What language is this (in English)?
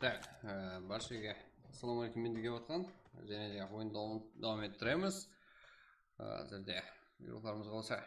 Kara-Kalpak